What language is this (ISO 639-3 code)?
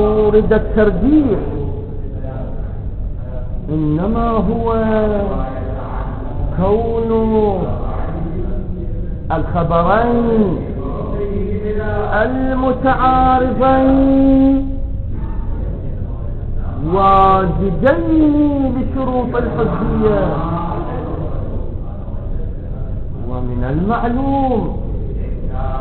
ara